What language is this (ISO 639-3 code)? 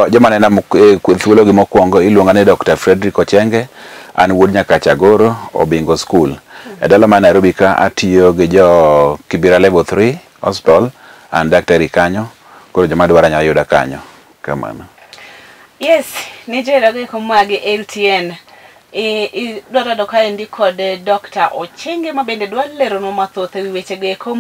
luo